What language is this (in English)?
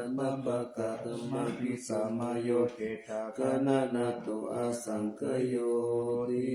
Pali